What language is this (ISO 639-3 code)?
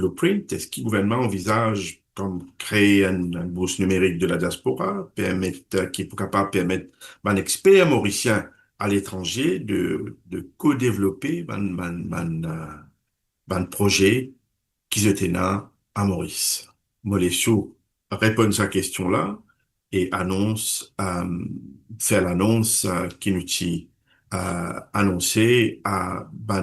mfe